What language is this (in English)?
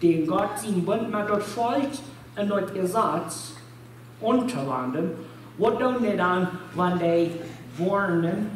Plautdietsch